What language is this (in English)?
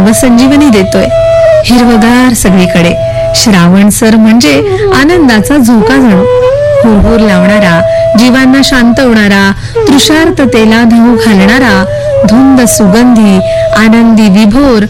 Marathi